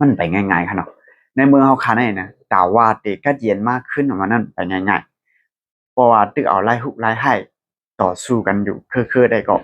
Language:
Shan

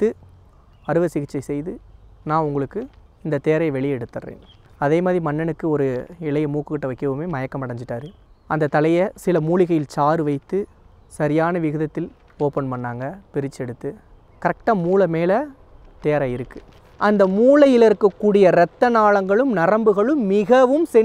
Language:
Tamil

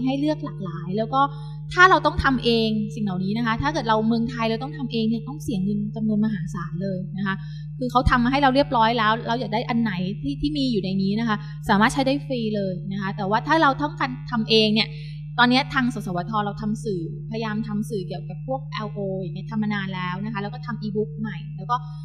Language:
Thai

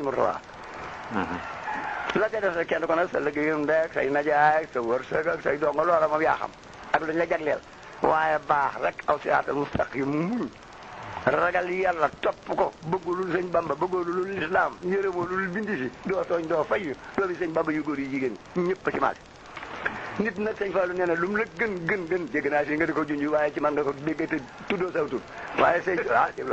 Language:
Wolof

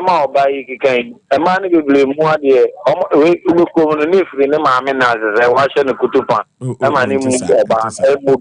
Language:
Akan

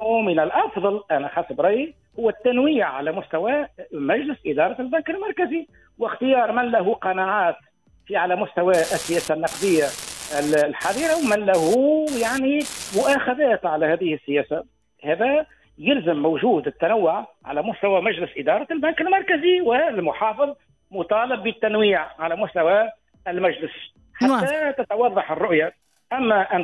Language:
Tunisian Arabic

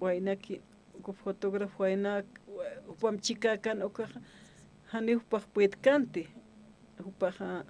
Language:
Aymara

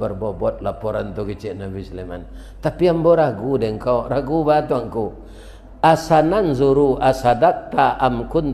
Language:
Minangkabau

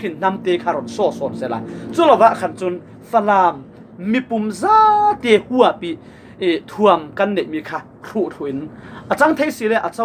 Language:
Falam Chin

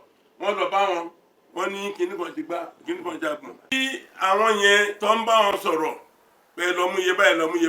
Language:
Yoruba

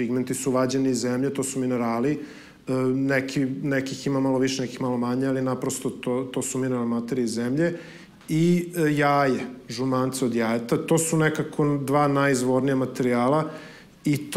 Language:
Serbian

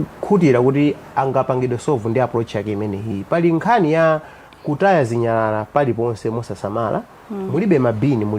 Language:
Nyanja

